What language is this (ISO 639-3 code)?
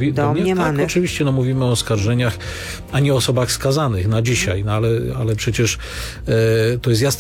pol